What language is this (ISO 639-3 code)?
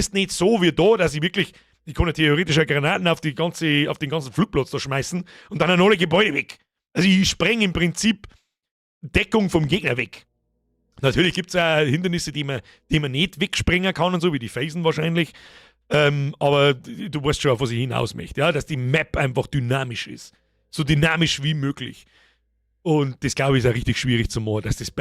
bar